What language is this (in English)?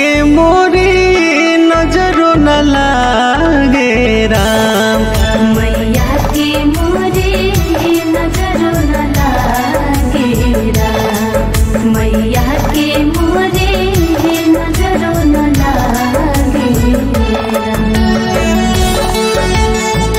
Bhojpuri